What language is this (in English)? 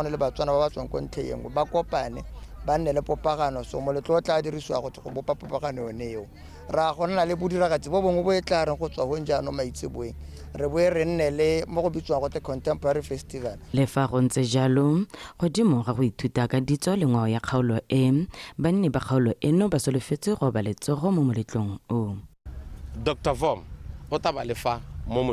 Tswana